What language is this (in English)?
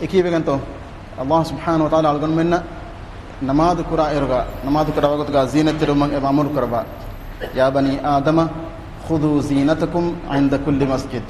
Divehi